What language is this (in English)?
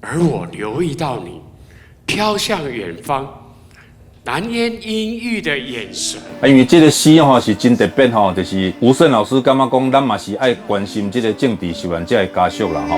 Min Nan Chinese